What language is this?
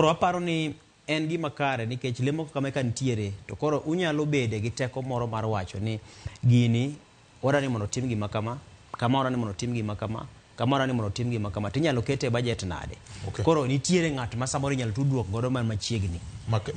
Luo (Kenya and Tanzania)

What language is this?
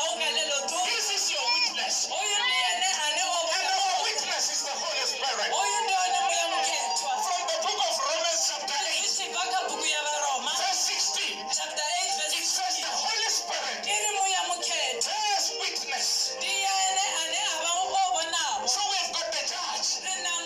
Venda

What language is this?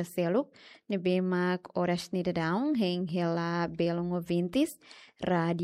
Tetum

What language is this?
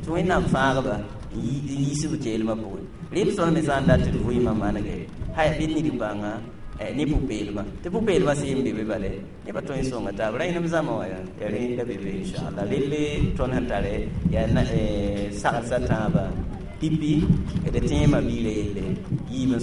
Mossi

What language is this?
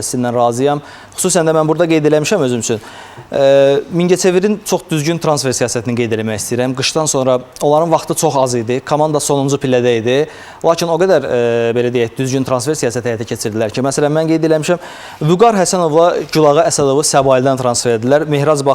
Azerbaijani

